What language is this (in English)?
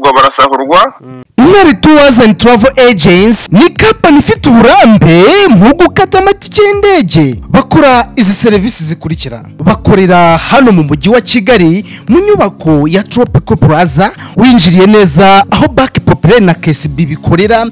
Kinyarwanda